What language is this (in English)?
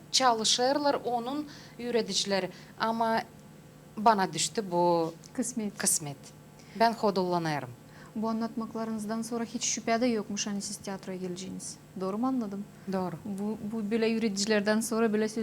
Gagauz